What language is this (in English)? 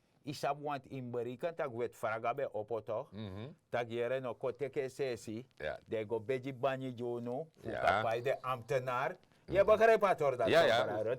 Sranan Tongo